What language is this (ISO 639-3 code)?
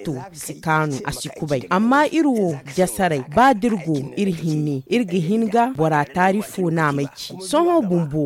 dje